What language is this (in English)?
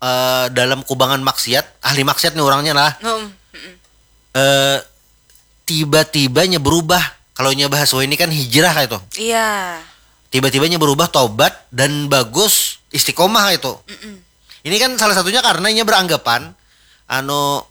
Banjar